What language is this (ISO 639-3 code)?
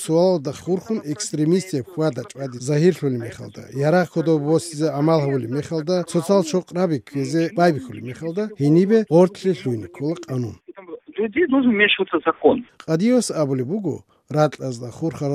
ava